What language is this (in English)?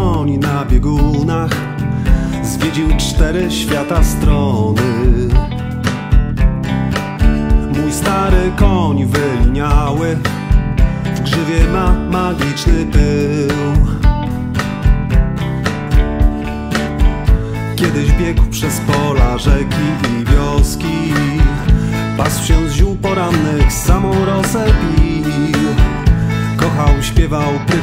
Polish